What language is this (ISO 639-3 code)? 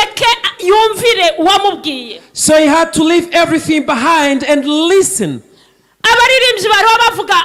kin